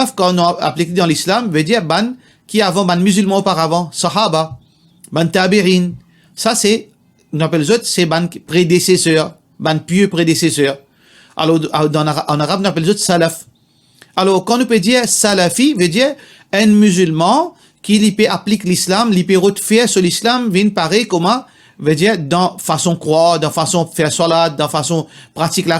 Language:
Morisyen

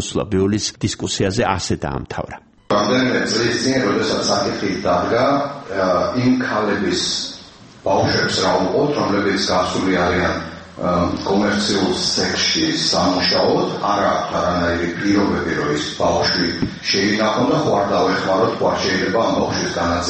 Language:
Georgian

